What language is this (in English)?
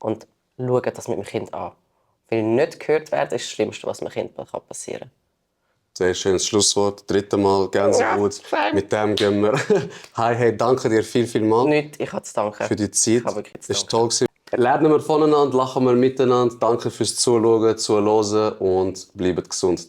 Swiss German